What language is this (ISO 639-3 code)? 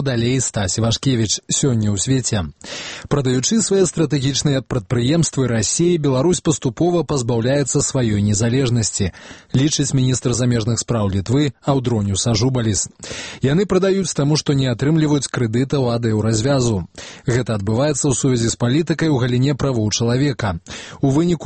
bel